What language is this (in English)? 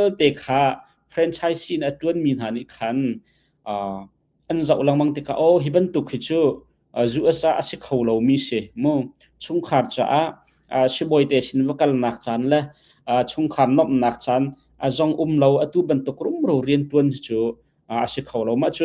Hakha Chin